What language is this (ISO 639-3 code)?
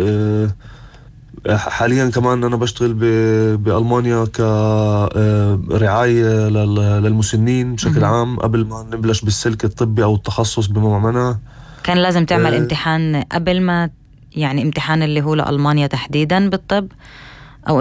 apc